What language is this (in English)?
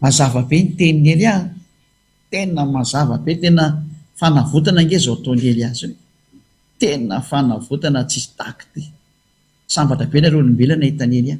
Malagasy